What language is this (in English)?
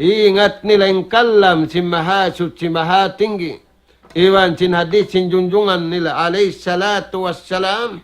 Tausug